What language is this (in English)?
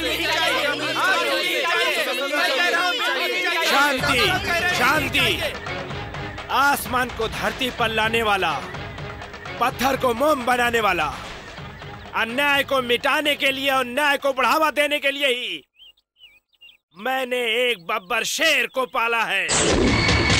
Hindi